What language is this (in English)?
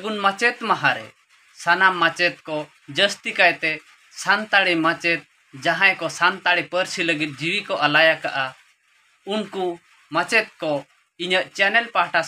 Santali